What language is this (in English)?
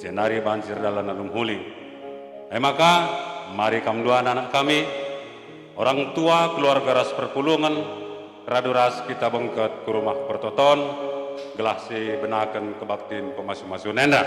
Batak Karo